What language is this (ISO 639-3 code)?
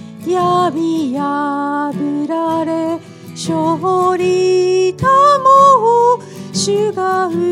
jpn